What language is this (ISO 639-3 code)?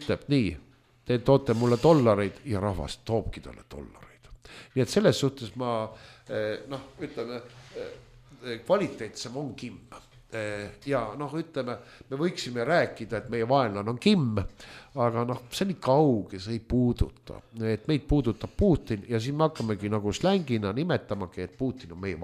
est